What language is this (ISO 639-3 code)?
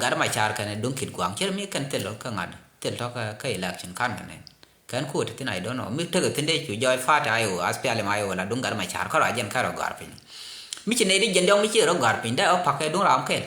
nus